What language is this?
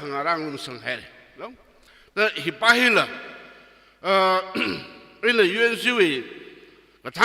Tangkhul Naga (India)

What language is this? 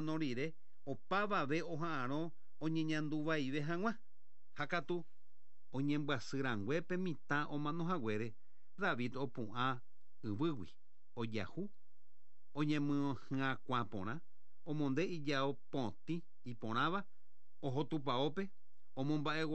Guarani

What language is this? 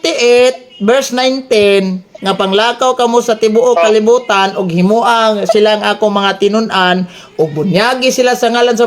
Cebuano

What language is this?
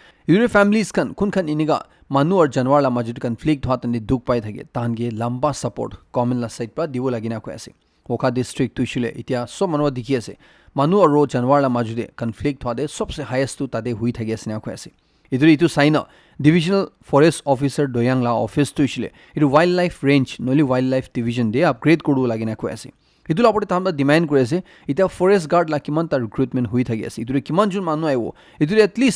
Naga Pidgin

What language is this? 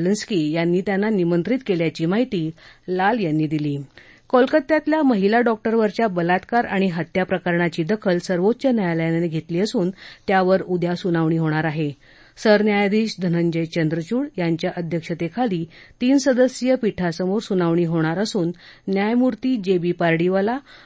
Marathi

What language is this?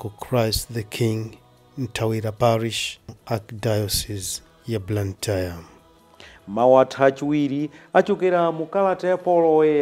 Nyanja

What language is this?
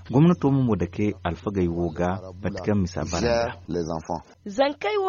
Zarma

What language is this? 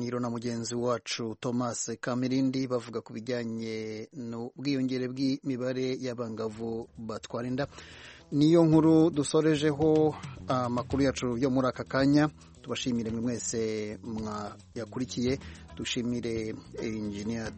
Kinyarwanda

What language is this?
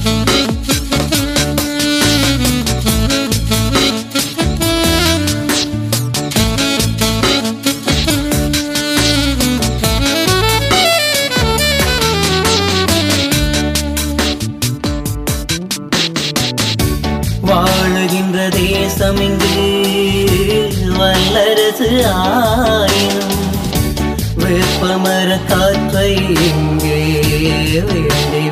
Tamil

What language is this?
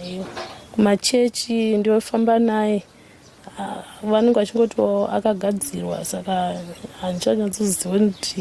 Shona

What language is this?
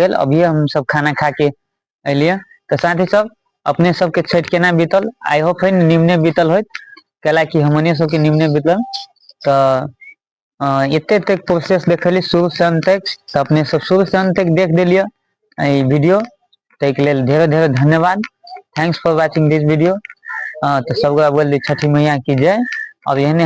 Maithili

